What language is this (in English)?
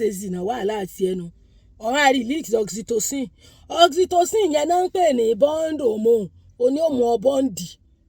Yoruba